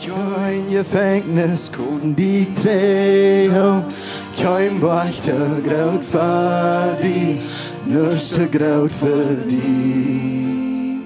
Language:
Plautdietsch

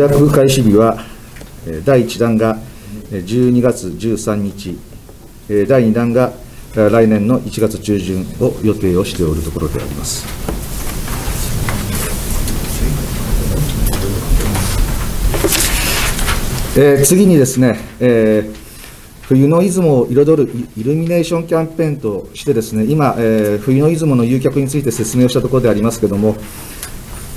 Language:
Japanese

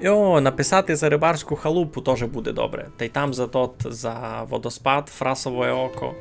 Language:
Rusyn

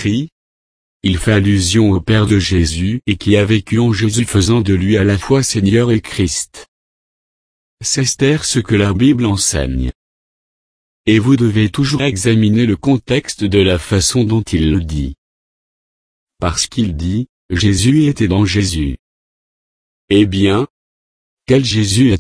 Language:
French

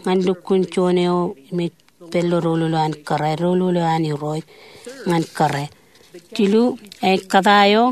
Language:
Marshallese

